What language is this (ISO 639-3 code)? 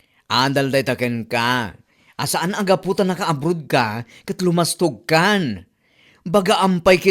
ilo